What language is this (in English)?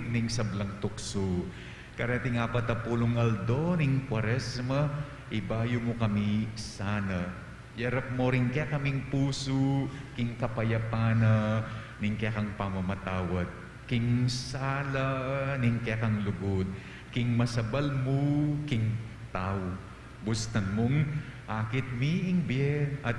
Pampanga